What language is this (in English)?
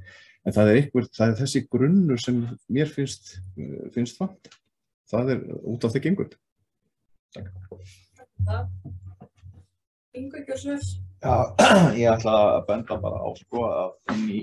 Icelandic